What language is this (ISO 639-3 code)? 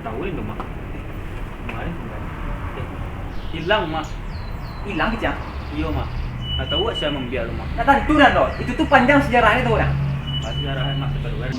min